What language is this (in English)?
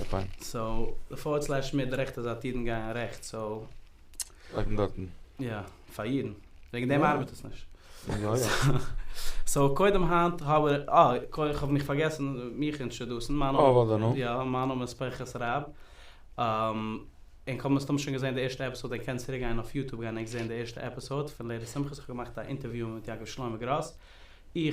Yiddish